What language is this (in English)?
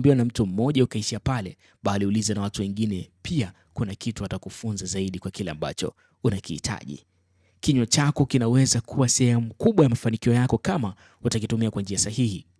Swahili